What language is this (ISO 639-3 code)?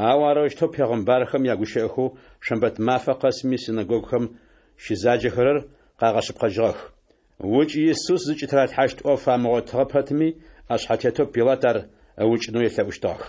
ady